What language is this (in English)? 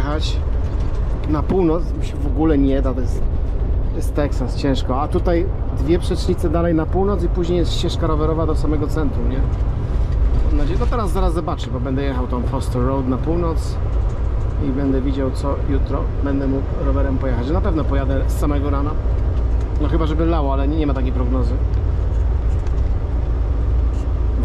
Polish